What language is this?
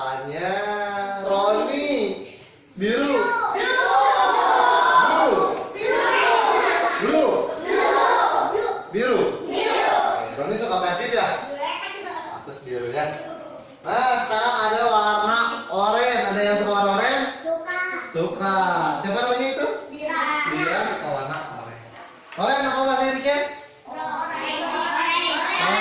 Indonesian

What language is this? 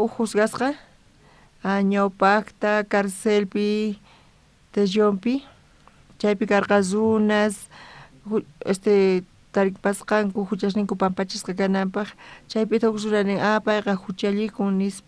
South Bolivian Quechua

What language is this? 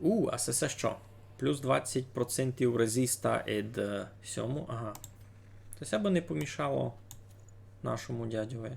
Rusyn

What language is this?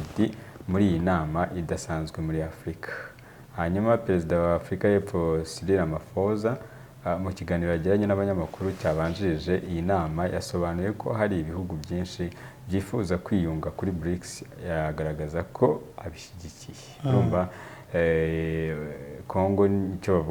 Kinyarwanda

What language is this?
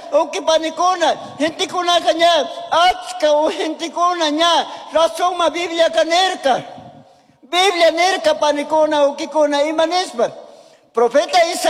Chimborazo Highland Quichua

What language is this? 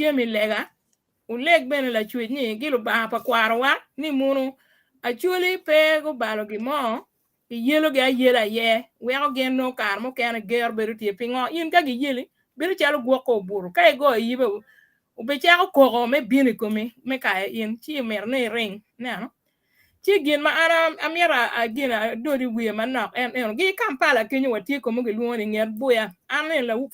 Acoli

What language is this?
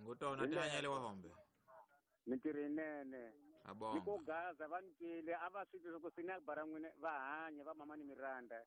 Tsonga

